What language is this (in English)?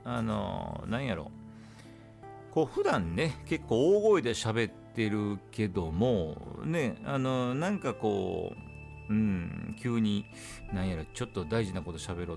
Japanese